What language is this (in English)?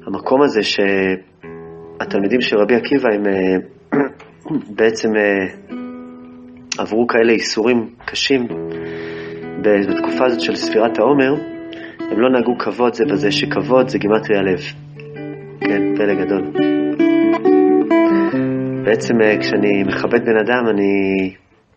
Hebrew